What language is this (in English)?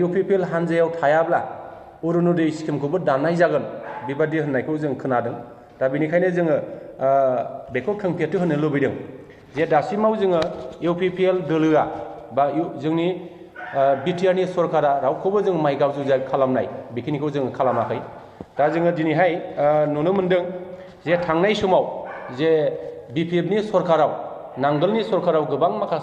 Bodo